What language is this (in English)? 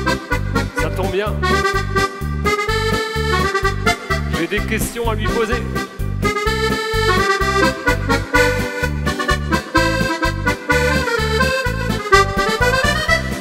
French